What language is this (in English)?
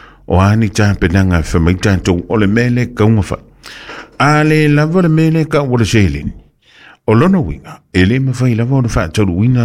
Samoan